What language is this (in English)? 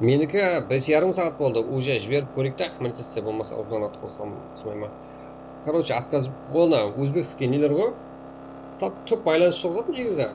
Kara-Kalpak